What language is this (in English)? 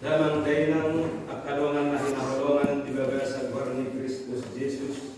Batak Toba